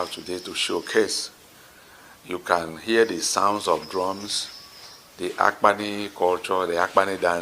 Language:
Igbo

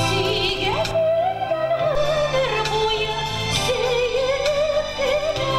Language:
Bashkir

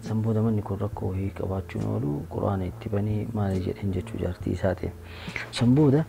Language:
Oromo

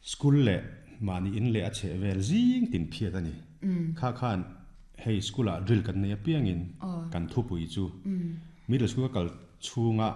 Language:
Mizo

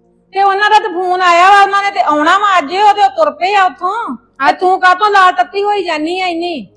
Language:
Punjabi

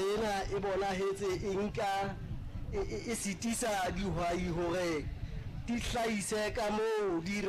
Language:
Southern Sotho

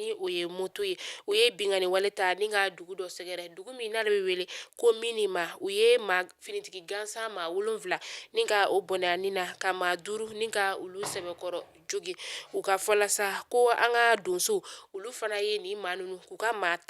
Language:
Bambara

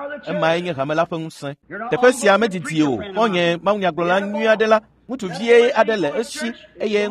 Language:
Ewe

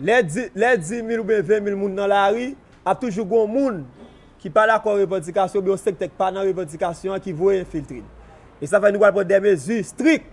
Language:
Haitian Creole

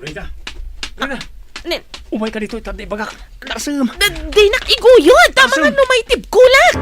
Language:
Iloko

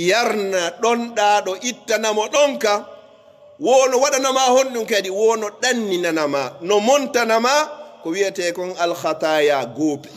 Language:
Pular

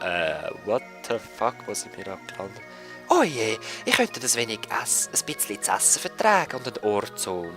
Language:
Swiss German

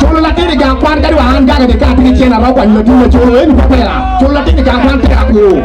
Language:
Acoli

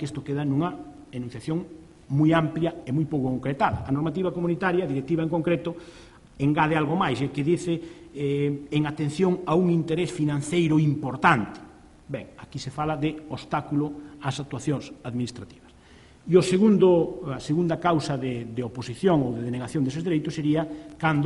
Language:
Galician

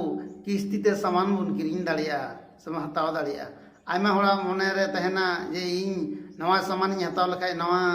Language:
Santali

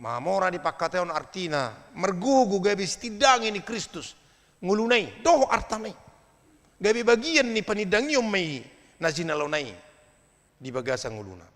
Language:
Batak Toba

